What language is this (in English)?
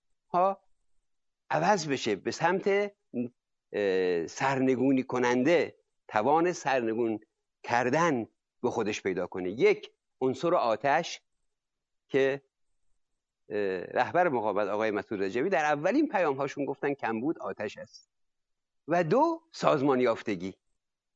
Persian